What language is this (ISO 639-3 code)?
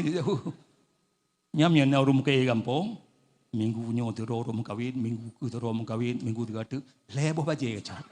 ace